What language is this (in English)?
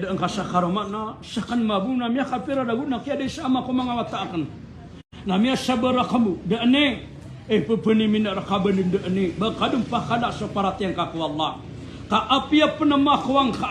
Maranao